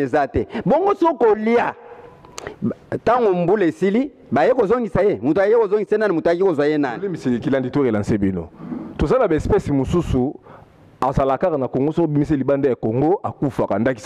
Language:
Lingala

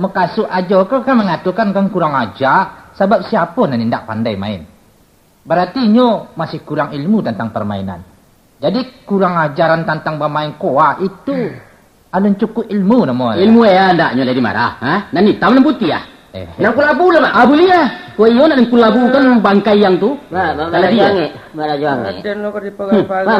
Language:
Minangkabau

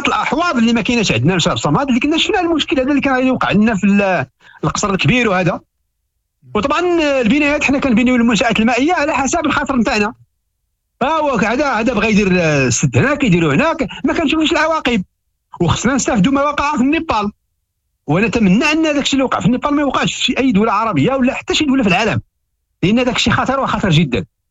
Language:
Moroccan Arabic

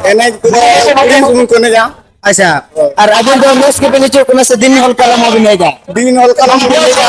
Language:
Santali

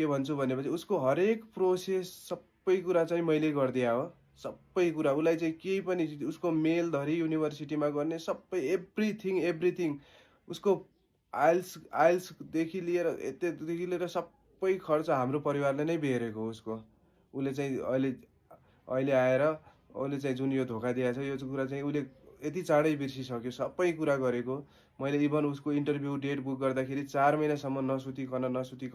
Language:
Nepali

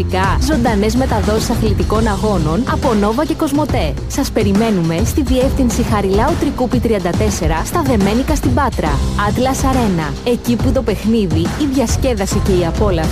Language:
Greek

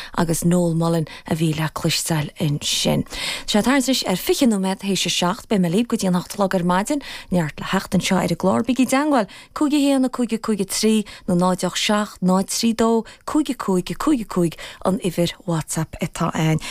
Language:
Irish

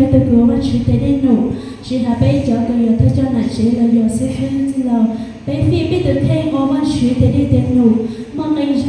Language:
Hmong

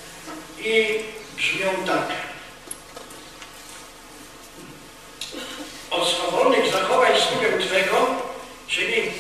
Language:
Polish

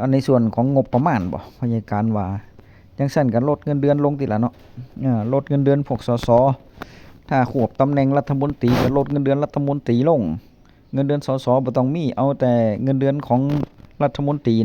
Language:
Northeastern Thai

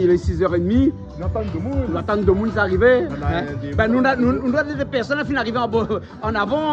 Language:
Réunion Creole French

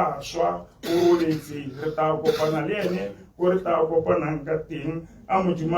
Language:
Tswana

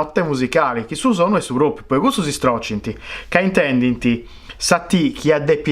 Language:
Sardinian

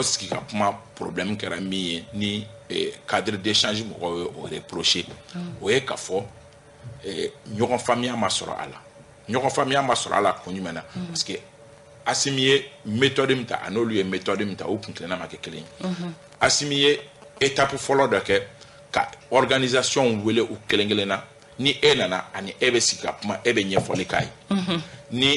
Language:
Bambara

